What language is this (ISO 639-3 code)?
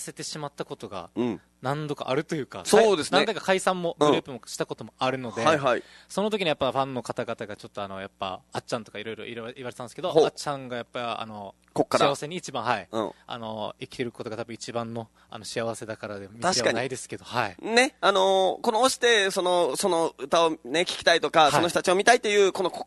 jpn